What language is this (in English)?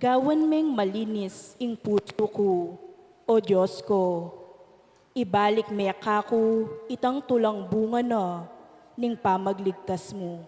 Pampanga